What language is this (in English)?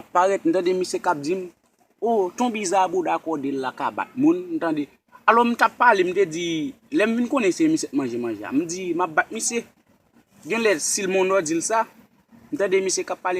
Haitian Creole